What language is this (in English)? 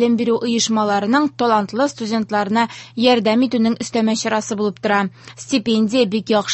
Tatar